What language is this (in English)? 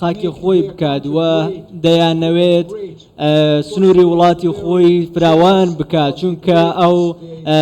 Central Kurdish